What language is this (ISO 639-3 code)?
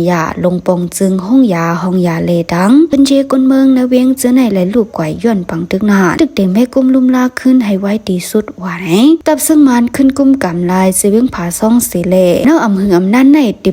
shn